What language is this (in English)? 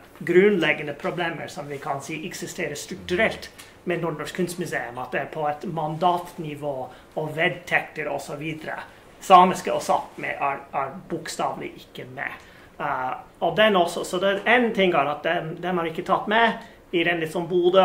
Norwegian